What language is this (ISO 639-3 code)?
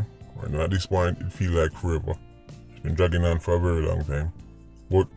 jam